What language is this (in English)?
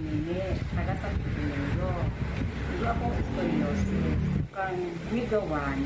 Bikol